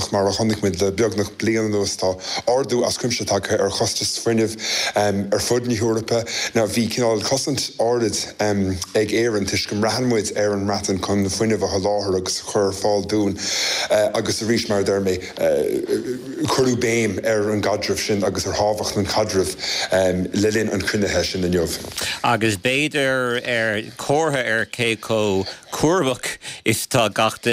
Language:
Irish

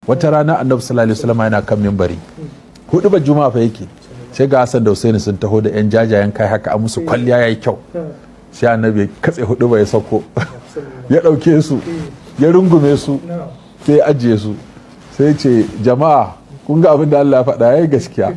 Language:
Hausa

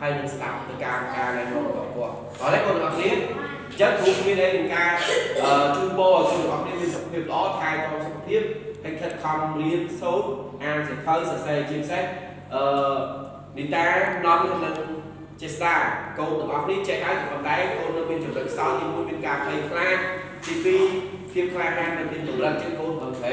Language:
Khmer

